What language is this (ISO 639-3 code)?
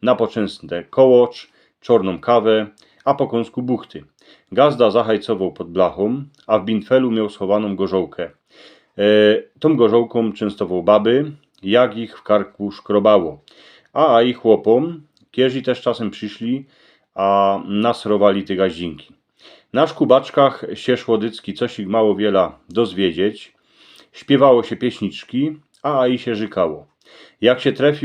szl